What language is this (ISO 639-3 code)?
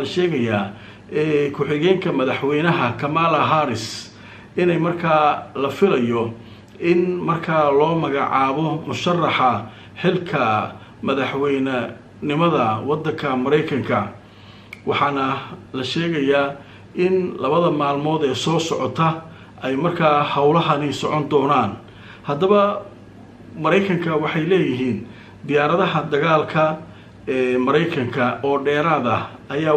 som